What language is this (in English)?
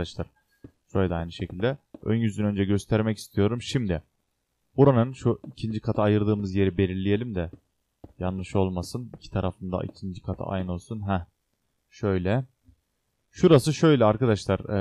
Turkish